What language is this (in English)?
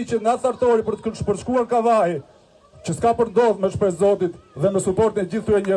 Albanian